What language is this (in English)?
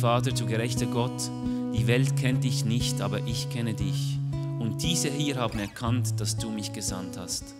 Swiss German